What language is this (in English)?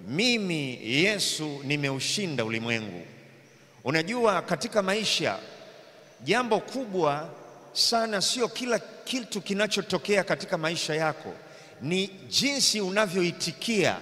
Swahili